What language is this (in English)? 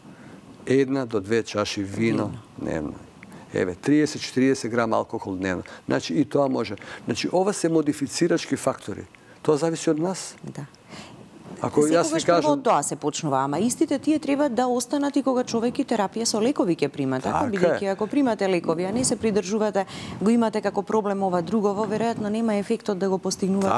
Macedonian